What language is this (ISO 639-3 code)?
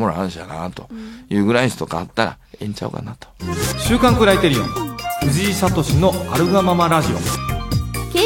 jpn